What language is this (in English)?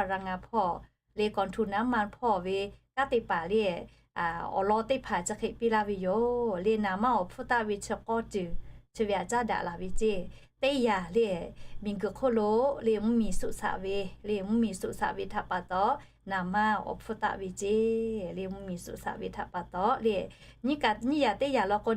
Lahu